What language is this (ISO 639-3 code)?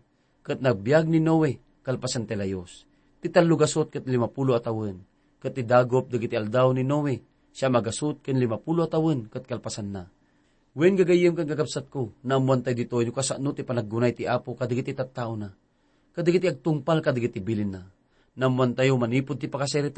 ilo